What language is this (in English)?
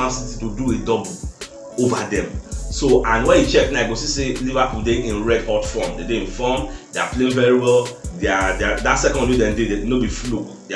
Nigerian Pidgin